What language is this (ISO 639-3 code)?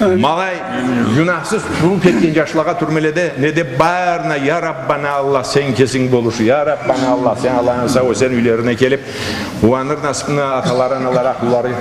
krc